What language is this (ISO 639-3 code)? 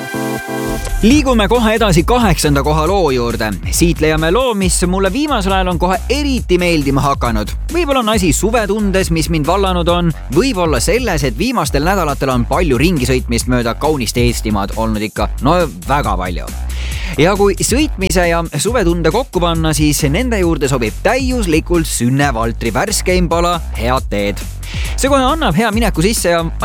est